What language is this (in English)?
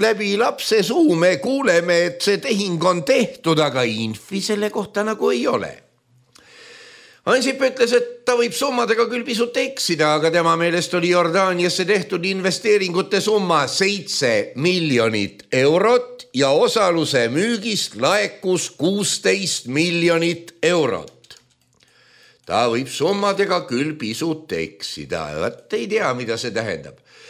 Estonian